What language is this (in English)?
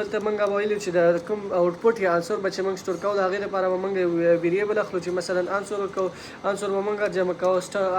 Pashto